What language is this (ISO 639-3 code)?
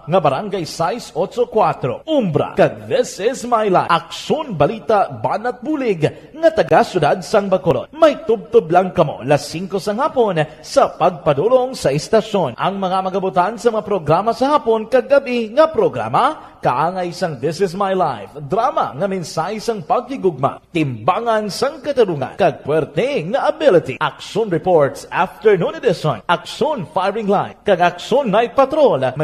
hil